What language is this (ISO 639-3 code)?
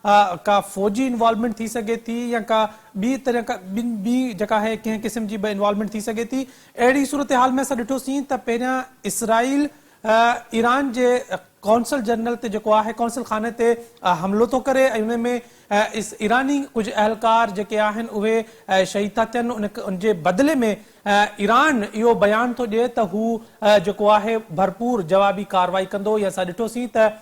snd